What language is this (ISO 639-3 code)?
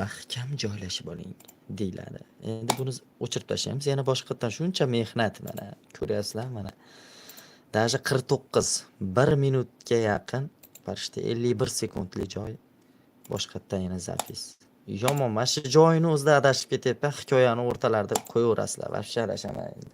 uzb